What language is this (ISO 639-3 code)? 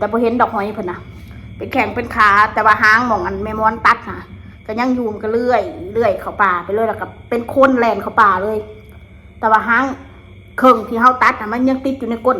tts